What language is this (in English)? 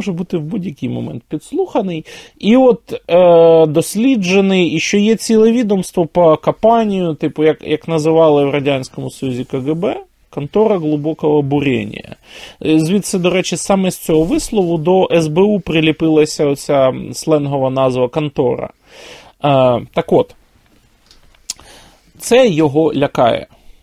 Ukrainian